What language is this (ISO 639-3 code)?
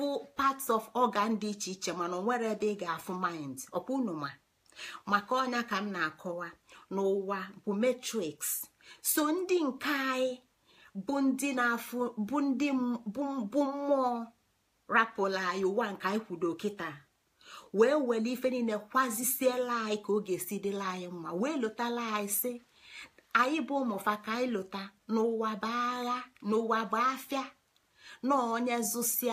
ibo